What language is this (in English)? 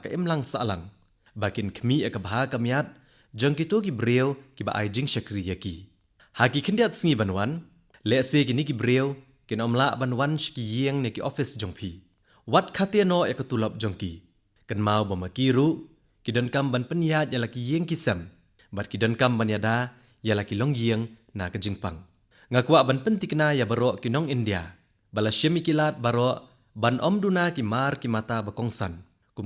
Khasi